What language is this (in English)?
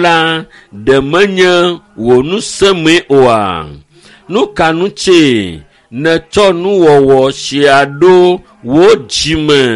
Ewe